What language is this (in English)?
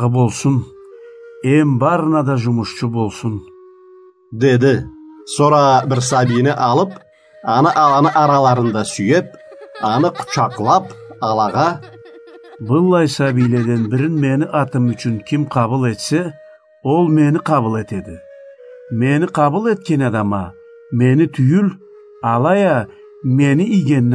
Karachay-Balkar